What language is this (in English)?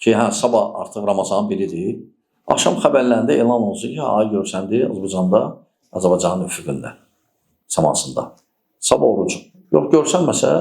Azerbaijani